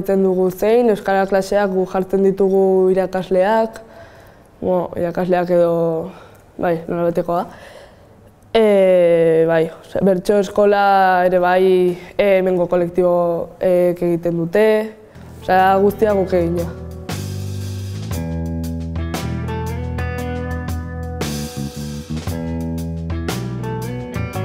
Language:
Basque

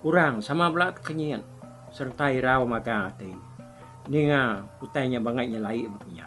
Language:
Iban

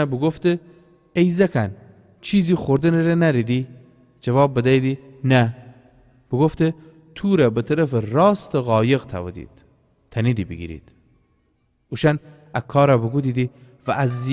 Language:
Gilaki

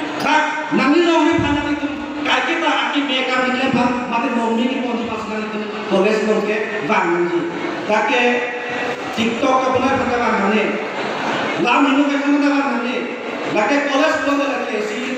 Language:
Karbi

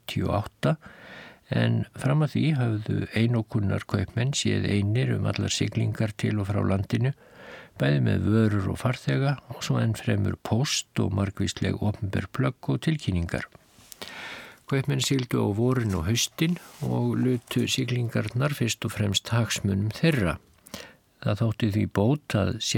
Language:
Icelandic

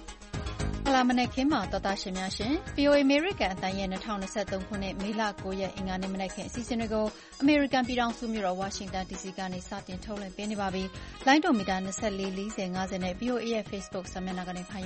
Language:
Burmese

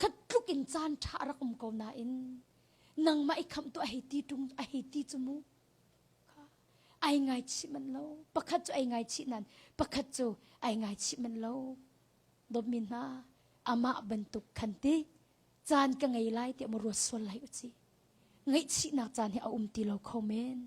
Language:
Hakha Chin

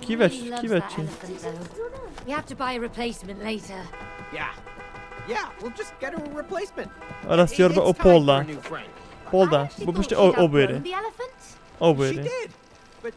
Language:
Kurdish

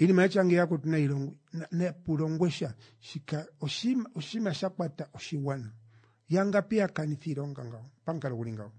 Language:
Kuanyama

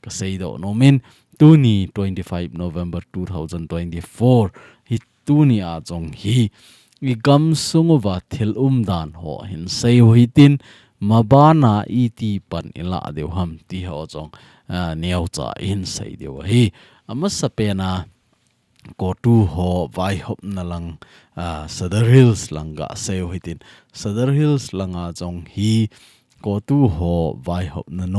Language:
Thado Chin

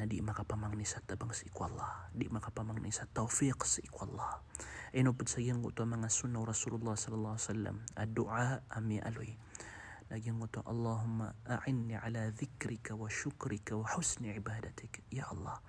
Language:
Maranao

